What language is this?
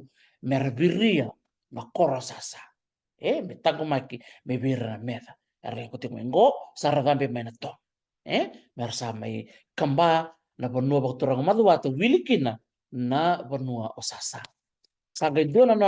Fijian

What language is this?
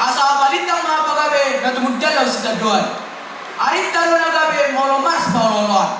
Batak Toba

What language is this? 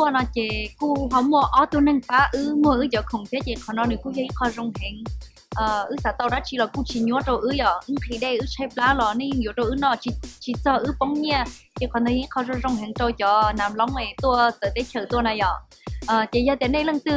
Hmong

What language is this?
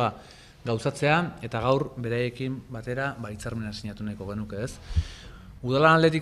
Basque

